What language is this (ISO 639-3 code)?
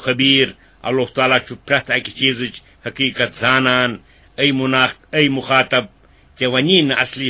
kas